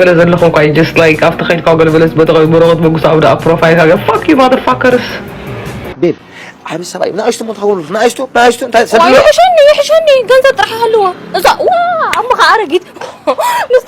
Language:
Tigrinya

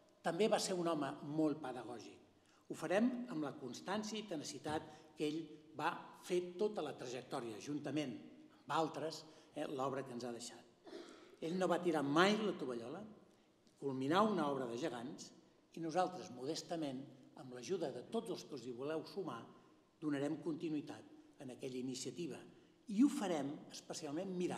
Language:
Catalan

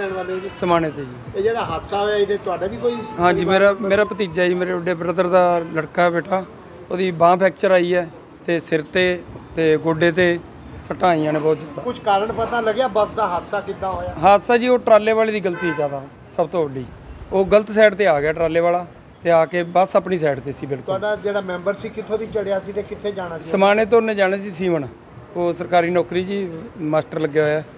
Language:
Punjabi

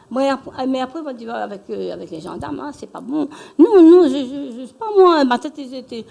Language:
Réunion Creole French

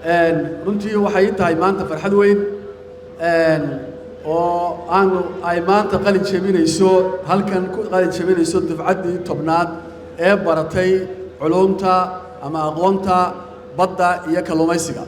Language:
Somali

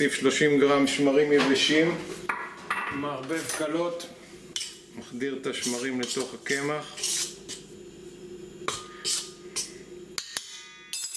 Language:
Hebrew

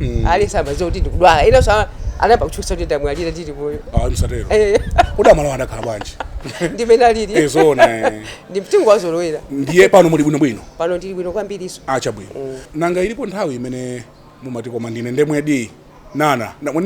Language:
Nyanja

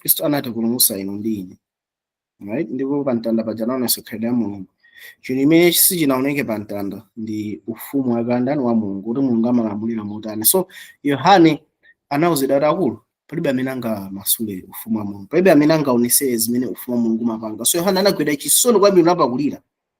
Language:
Nyanja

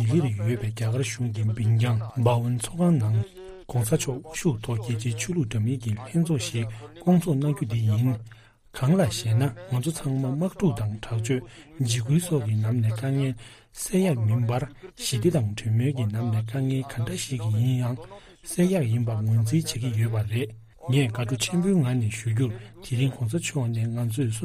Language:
Tibetan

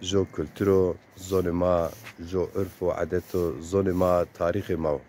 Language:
Zaza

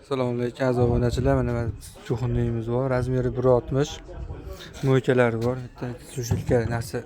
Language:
Uzbek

